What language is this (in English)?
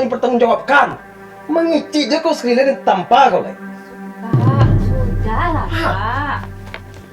Minangkabau